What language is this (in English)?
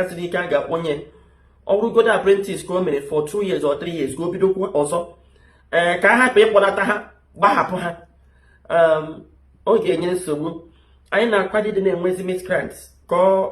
Igbo